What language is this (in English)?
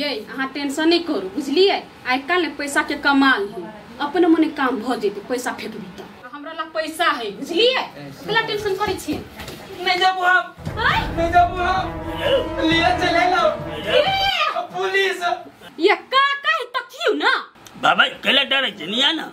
Maithili